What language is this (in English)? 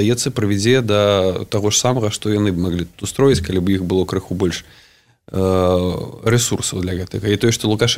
Belarusian